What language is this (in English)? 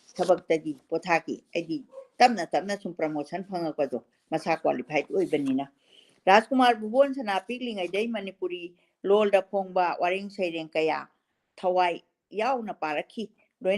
Manipuri